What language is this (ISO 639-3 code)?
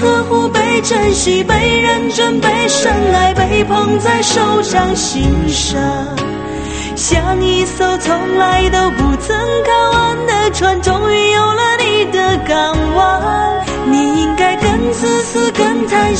zho